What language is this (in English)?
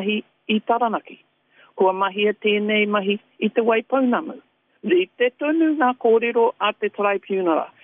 Māori